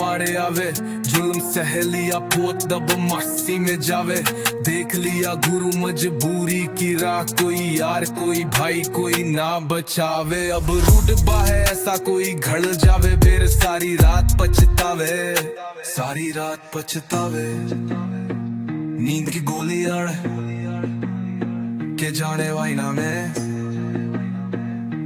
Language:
Hindi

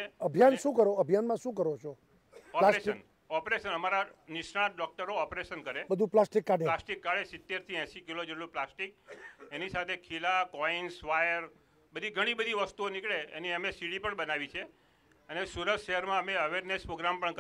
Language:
Gujarati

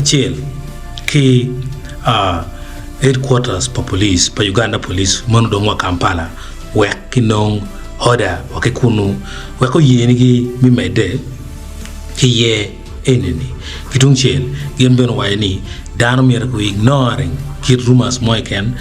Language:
Acoli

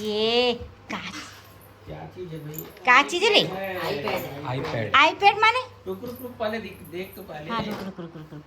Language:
Chhattisgarhi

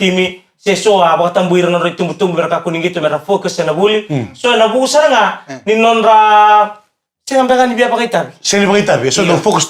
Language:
Fijian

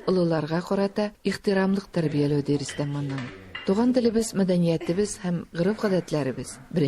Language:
Tatar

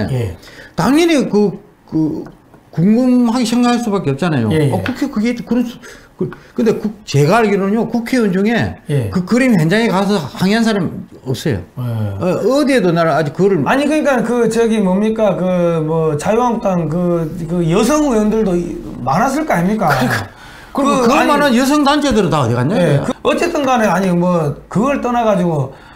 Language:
Korean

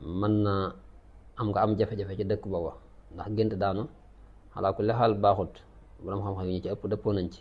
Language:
Wolof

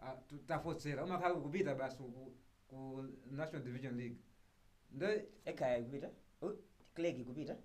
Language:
Nyanja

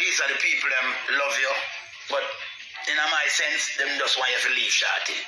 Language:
Jamaican Creole English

